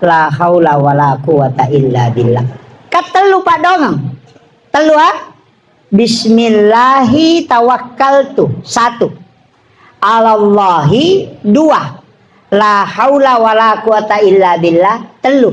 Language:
Buginese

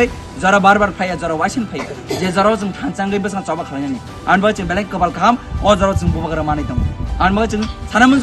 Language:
Kok Borok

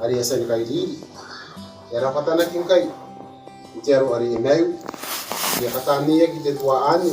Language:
Gilbertese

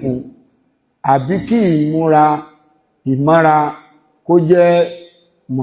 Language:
Yoruba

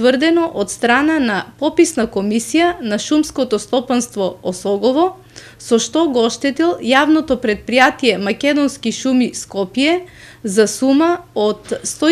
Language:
Macedonian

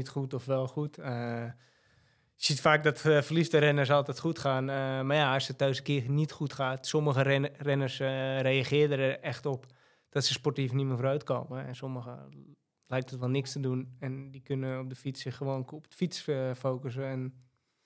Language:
Dutch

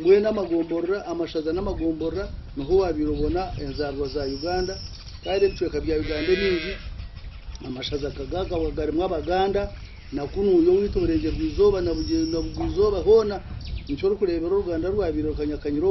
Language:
Nyankole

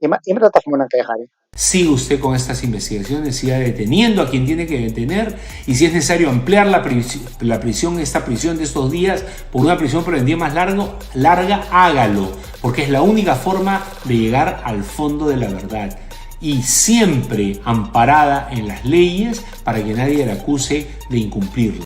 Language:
Ayacucho Quechua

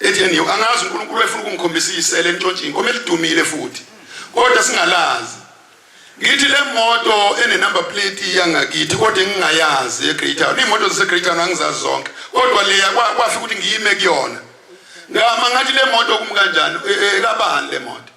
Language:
Zulu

